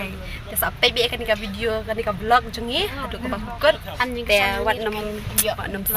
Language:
Khasi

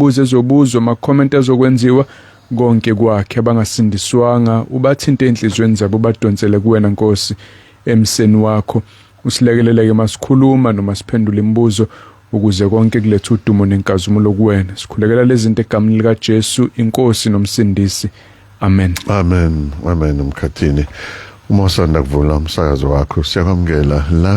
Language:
Zulu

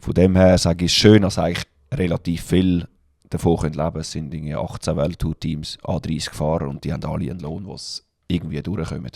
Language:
Swiss German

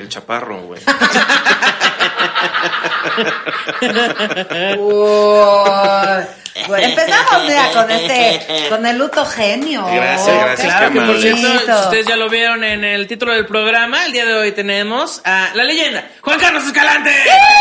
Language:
Spanish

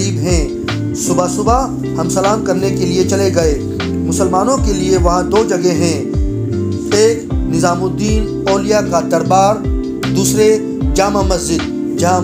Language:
Urdu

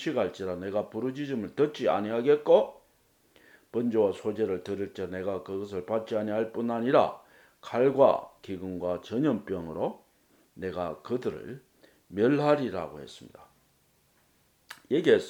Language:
Korean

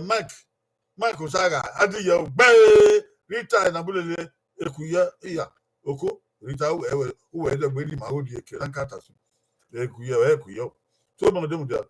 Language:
Bini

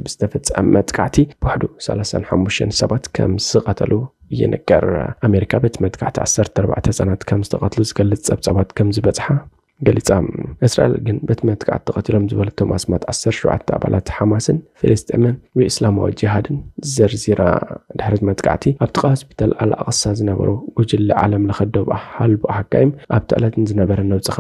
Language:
Tigrinya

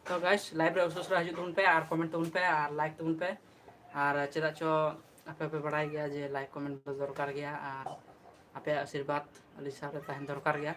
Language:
Santali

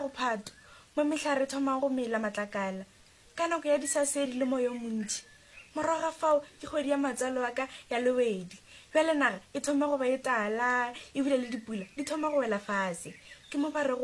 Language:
Northern Sotho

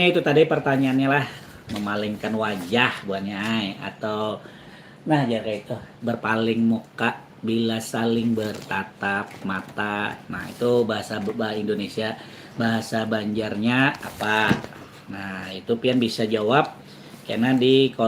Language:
Banjar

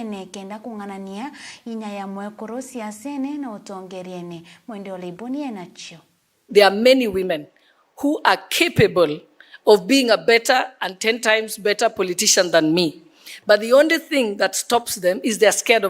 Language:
Meru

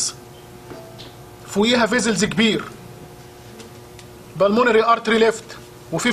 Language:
Egyptian Arabic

